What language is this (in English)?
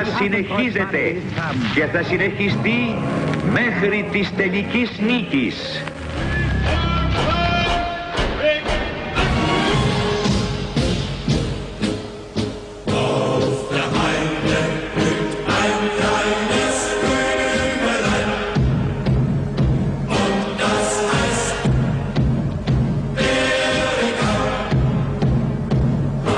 Greek